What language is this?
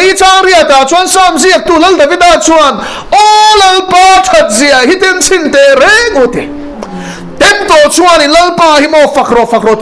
Mizo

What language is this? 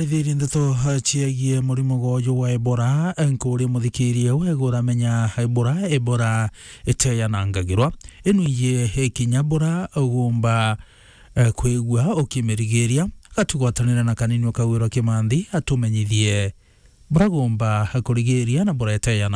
Meru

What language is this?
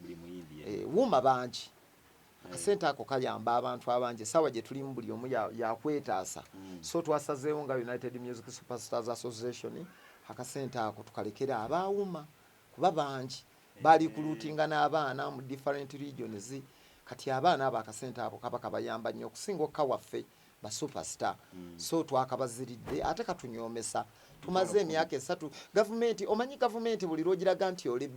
Ganda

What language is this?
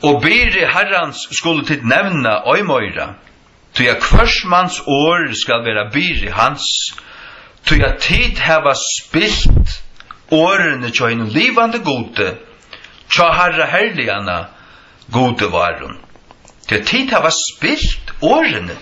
Faroese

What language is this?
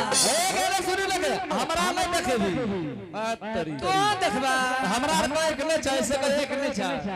Angika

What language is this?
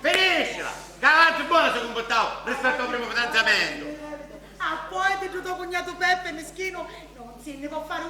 Sicilian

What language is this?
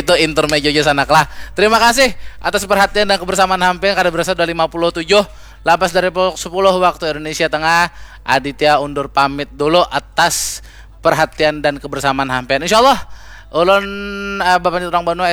Banjar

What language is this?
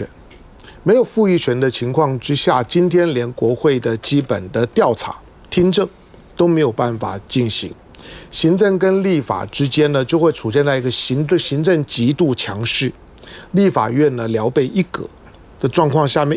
Chinese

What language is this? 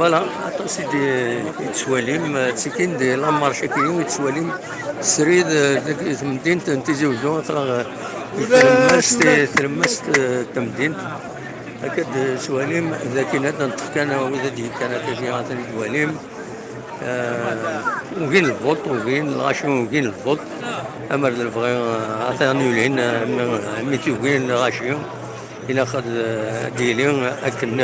Kabyle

